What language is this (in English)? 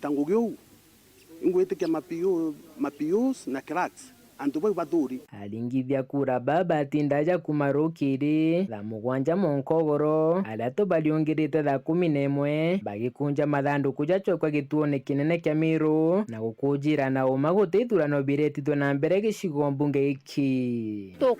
Meru